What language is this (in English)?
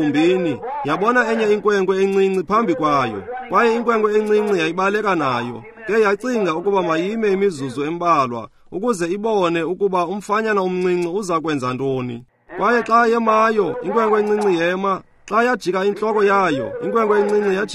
Xhosa